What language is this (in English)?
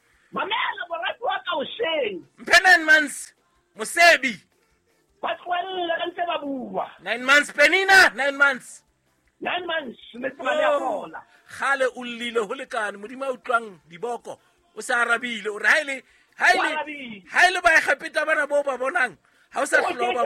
Southern Sotho